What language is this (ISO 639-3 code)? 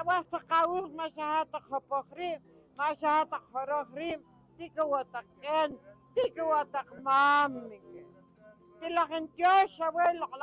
poh